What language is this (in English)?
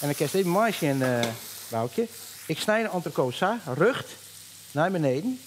Western Frisian